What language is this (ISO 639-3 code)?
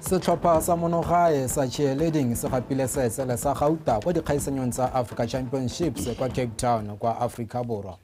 tsn